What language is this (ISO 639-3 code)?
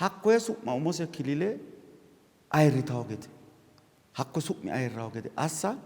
sid